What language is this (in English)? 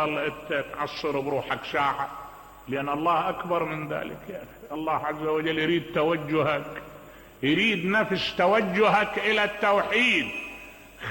Mesopotamian Arabic